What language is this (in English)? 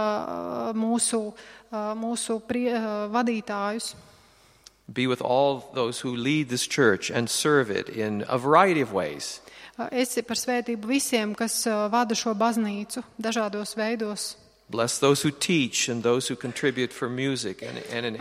Latvian